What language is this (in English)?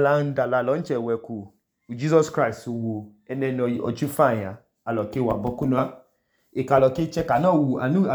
Idoma